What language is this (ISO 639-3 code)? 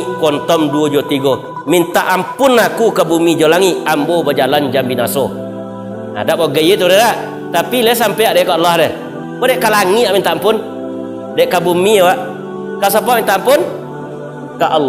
min